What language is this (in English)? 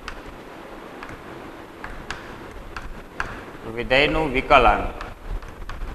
Gujarati